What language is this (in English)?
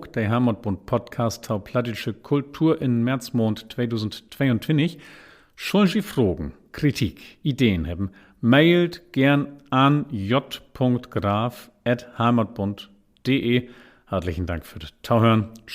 Low German